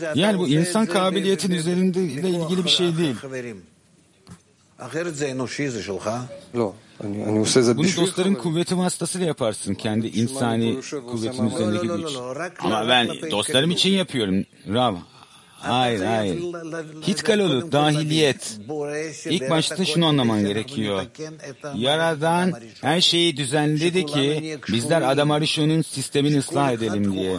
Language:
Turkish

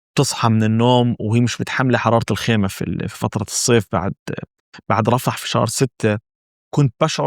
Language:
North Levantine Arabic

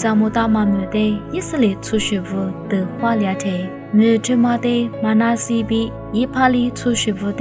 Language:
Lisu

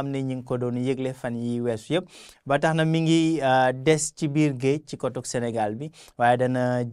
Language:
Wolof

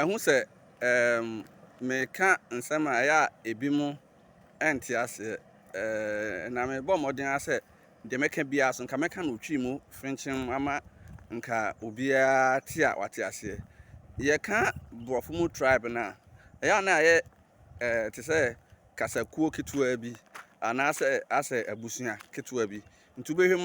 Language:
Akan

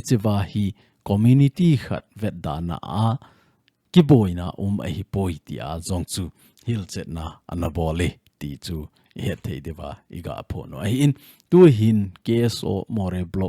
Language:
Thado Chin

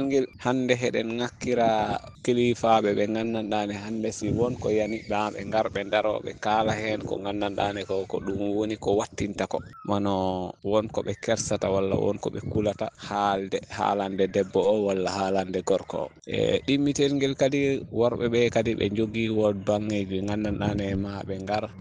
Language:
Fula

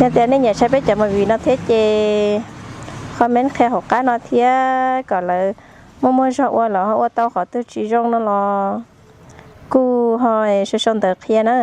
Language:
Hmong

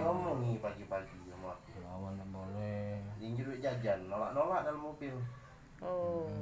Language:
Musi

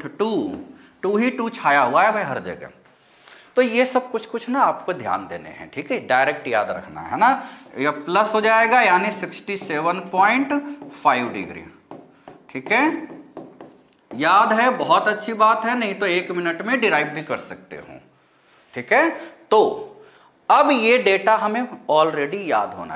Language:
Hindi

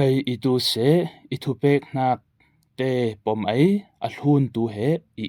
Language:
Falam Chin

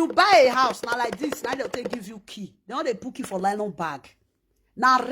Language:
Nigerian Pidgin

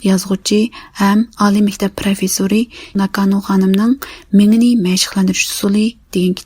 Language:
Uyghur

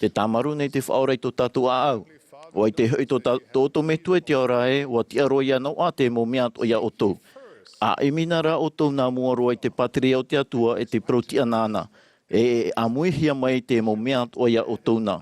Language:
Tahitian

